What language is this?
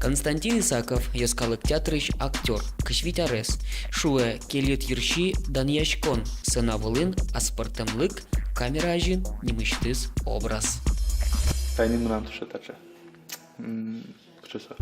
Udmurt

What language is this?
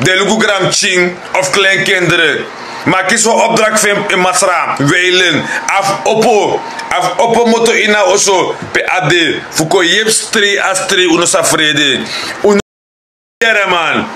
Sranan Tongo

